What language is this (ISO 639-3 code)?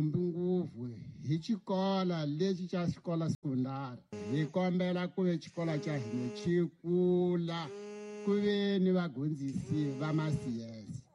tso